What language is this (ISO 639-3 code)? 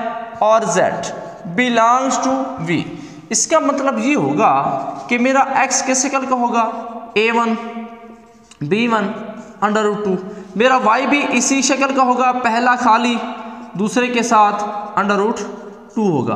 hin